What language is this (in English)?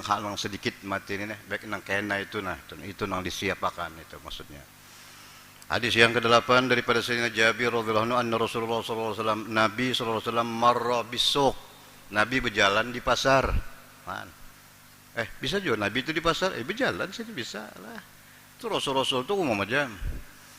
Banjar